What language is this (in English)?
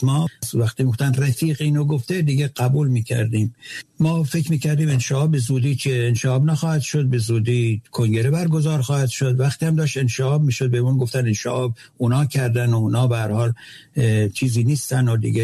Persian